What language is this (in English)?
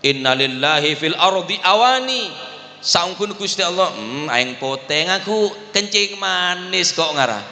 Madurese